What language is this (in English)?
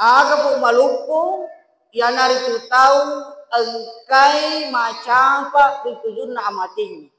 Buginese